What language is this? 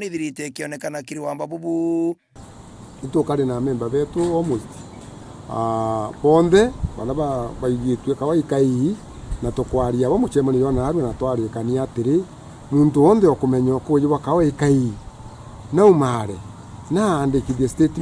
Meru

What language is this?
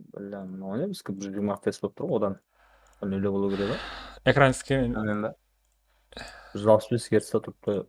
Kara-Kalpak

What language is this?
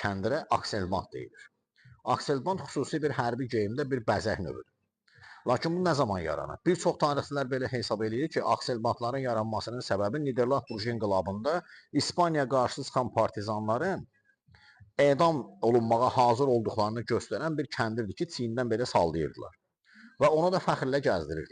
Azerbaijani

